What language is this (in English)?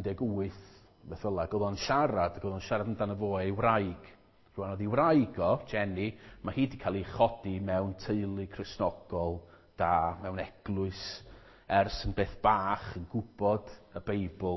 Welsh